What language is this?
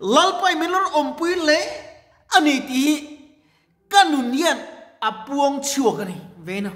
Mizo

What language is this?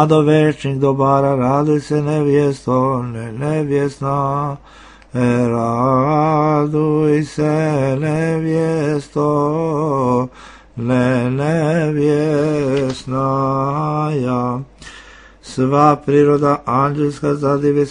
Serbian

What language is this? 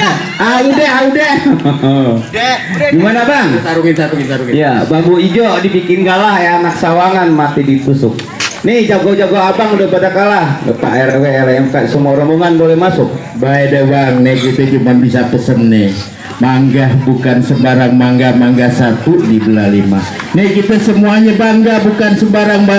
Betawi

